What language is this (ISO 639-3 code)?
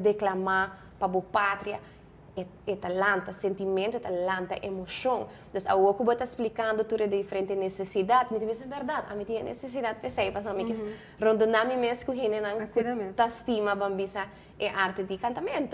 pap